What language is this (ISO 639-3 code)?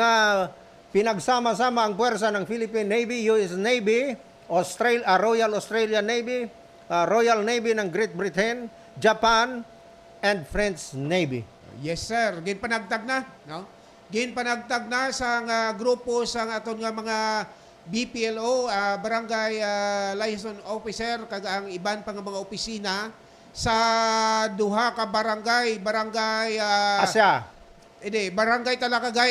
hil